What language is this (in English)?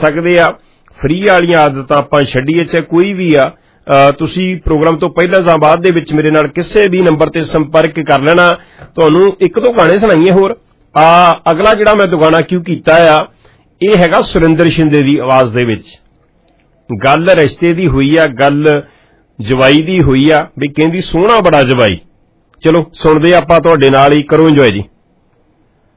Punjabi